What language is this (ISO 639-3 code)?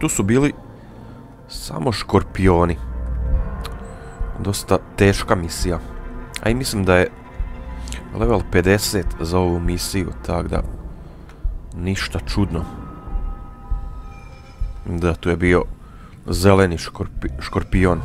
hrv